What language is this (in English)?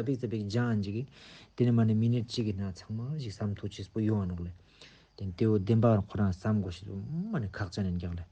Ladakhi